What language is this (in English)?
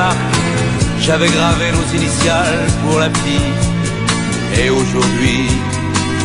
French